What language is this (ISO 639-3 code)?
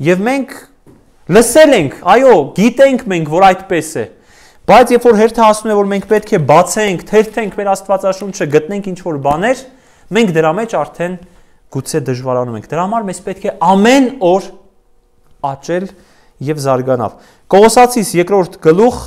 hye